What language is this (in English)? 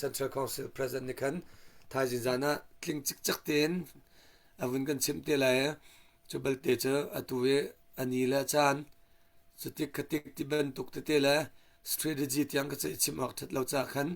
Hakha Chin